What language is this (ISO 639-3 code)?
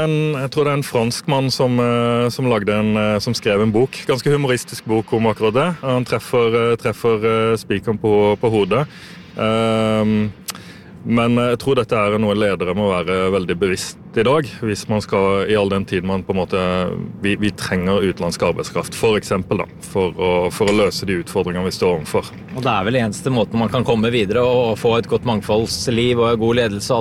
nor